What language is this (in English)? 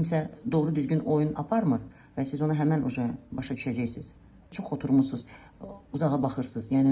Azerbaijani